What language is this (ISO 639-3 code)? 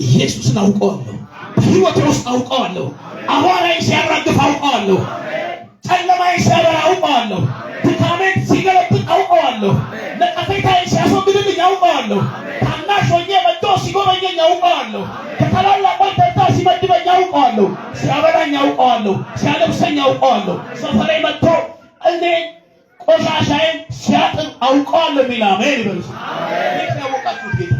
amh